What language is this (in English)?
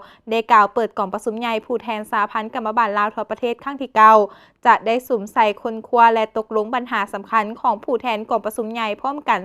Lao